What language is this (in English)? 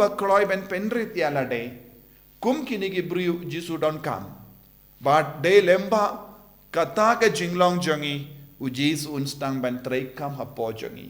Khasi